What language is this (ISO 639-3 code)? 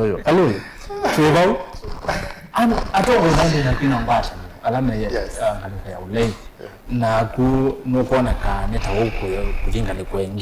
kam